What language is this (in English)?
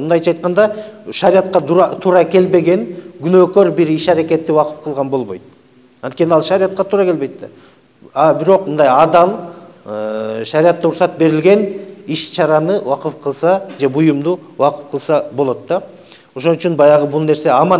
Kyrgyz